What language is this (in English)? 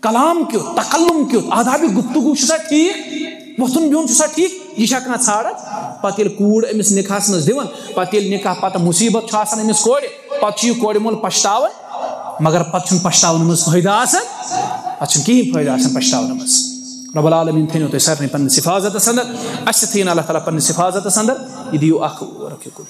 Kashmiri